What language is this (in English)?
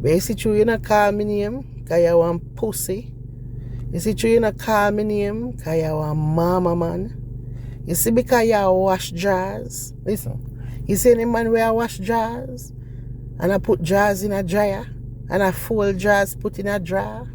Jamaican Creole English